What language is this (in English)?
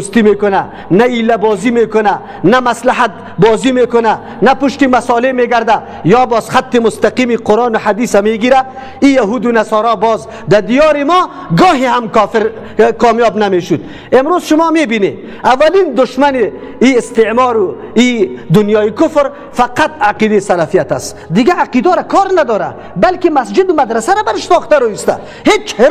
Persian